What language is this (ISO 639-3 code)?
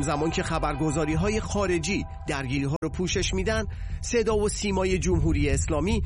fas